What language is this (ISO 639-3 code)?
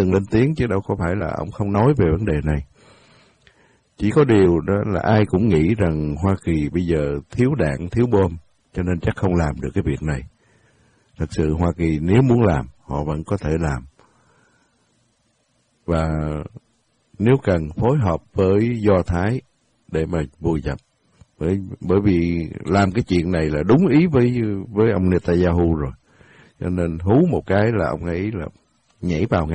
vie